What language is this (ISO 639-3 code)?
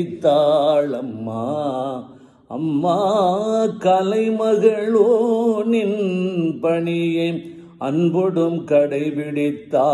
tam